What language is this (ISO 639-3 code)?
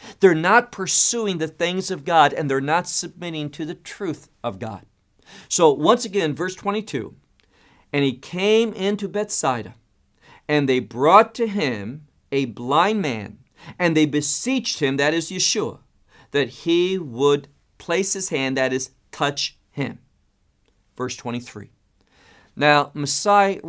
eng